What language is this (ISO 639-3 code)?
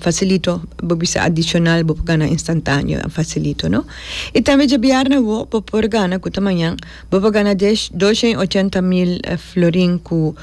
pap